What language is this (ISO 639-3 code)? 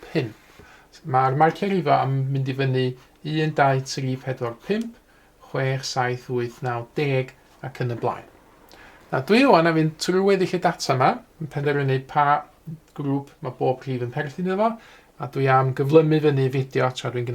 cym